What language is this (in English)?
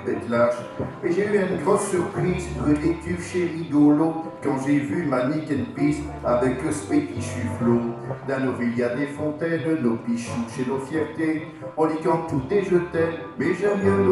Picard